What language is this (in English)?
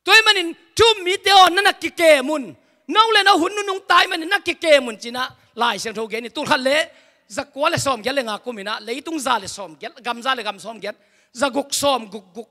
Tedim Chin